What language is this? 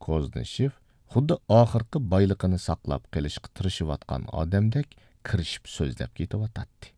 Uyghur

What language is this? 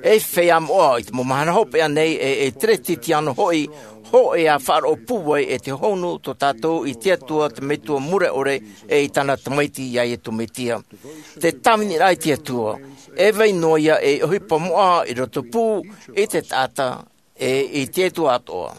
Tahitian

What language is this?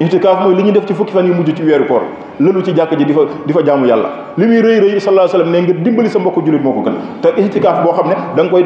Wolof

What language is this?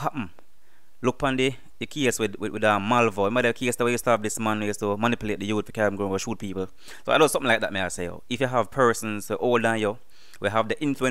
Jamaican Creole English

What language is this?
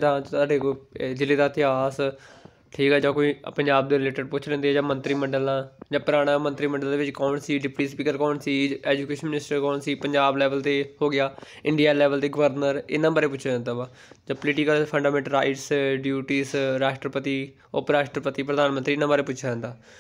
Punjabi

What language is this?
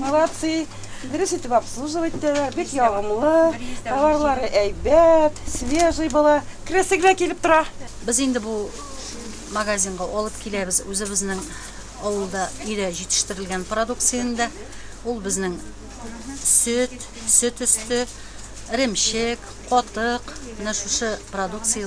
Tatar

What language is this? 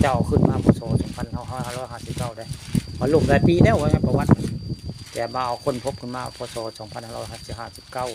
Northeastern Thai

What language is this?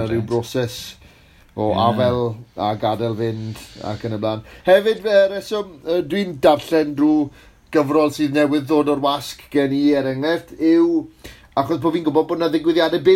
Welsh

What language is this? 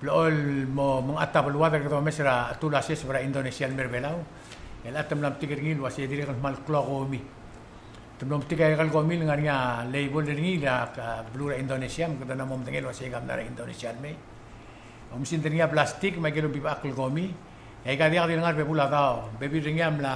Palauan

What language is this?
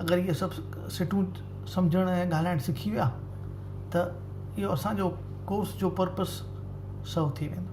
Sindhi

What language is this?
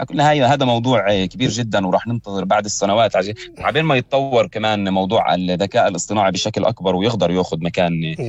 North Levantine Arabic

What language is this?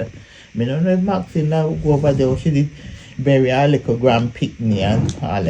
Jamaican Creole English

